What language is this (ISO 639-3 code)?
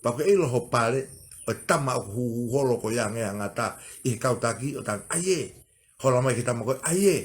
ton